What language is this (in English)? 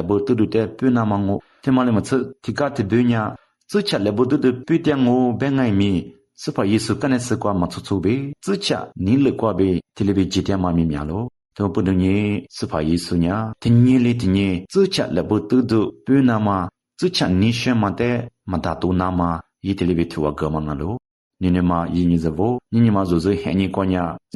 Lisu